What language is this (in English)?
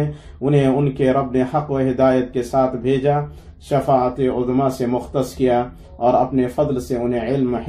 Urdu